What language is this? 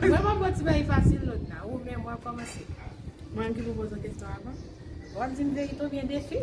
Haitian Creole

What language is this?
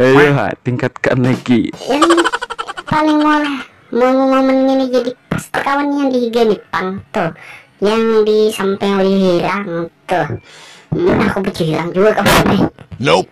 Banjar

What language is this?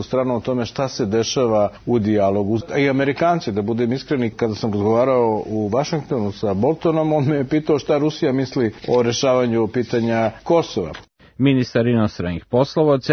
Serbian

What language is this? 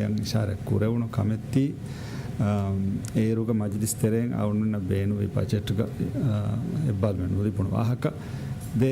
Divehi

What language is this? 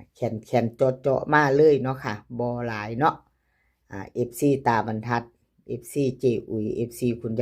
Northeastern Thai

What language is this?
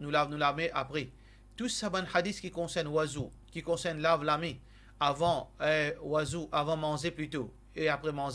Morisyen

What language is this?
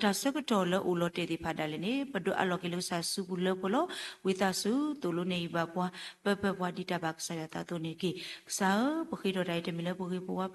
S'gaw Karen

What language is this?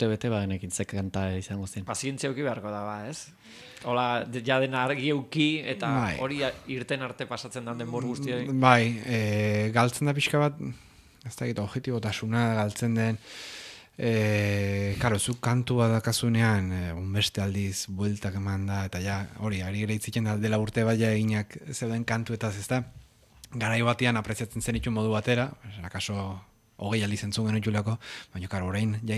Basque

